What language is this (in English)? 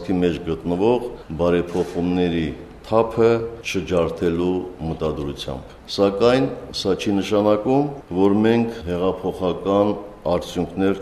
Armenian